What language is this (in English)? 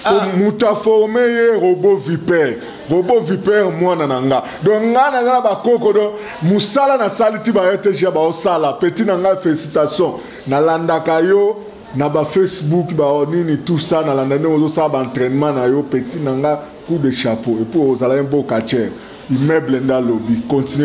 Lingala